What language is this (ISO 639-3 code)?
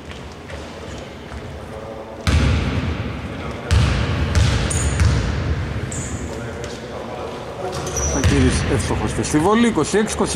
ell